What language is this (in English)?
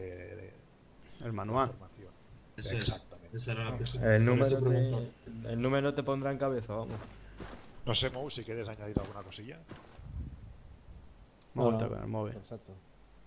Spanish